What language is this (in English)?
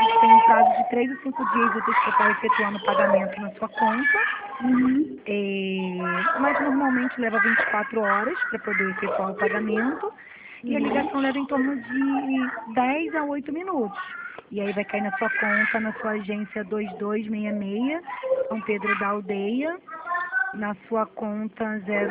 Portuguese